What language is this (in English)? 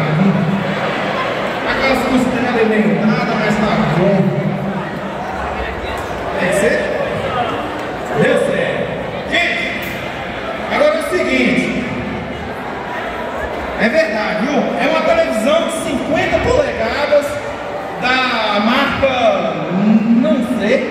Portuguese